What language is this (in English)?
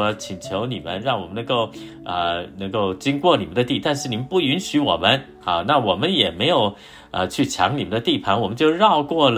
Chinese